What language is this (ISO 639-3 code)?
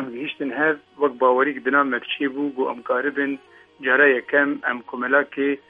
kur